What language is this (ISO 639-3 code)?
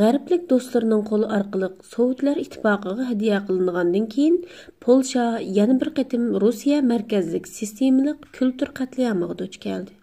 uig